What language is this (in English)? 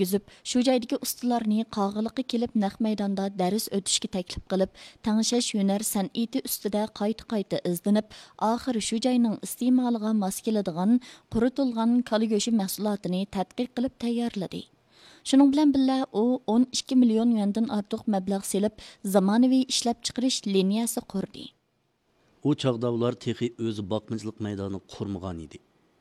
Uyghur